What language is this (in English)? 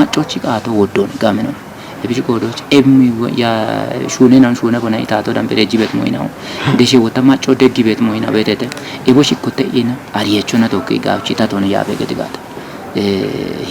Kafa